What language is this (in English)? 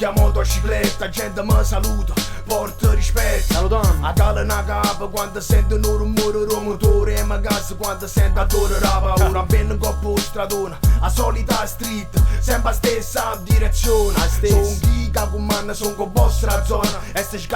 Neapolitan